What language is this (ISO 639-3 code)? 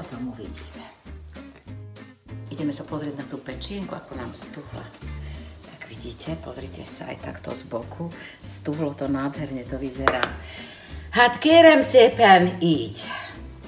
slk